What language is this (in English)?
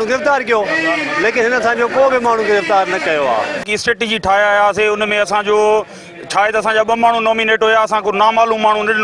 Sindhi